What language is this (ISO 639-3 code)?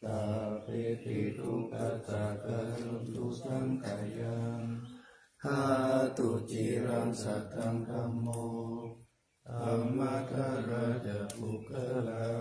pli